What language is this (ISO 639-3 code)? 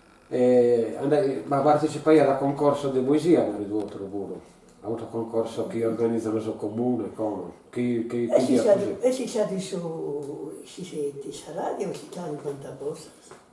srd